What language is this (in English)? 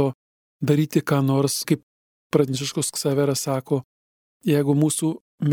Lithuanian